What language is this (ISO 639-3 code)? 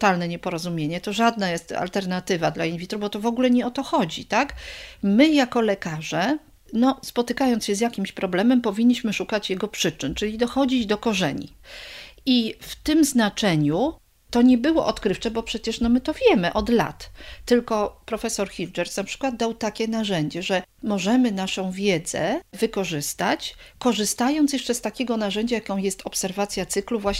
pol